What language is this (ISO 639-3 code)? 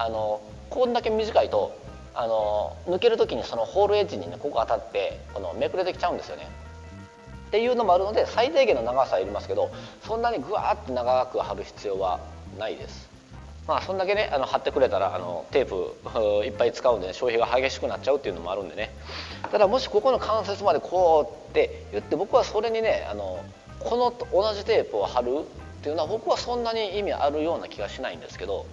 jpn